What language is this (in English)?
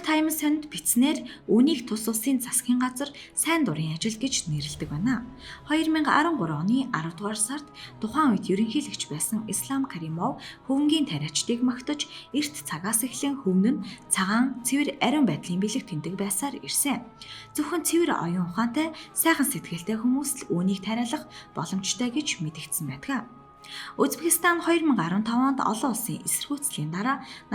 Mongolian